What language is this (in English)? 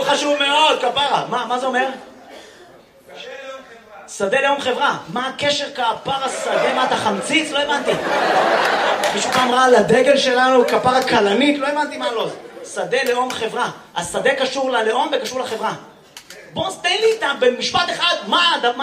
Hebrew